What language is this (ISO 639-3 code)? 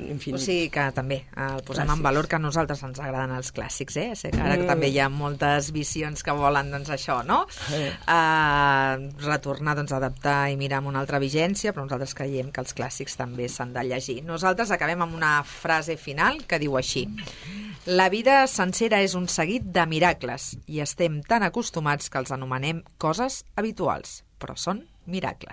cat